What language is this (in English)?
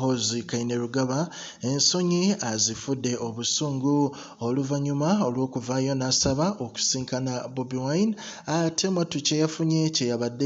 Ganda